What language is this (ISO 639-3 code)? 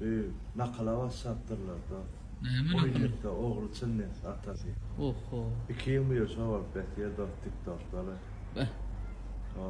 tuk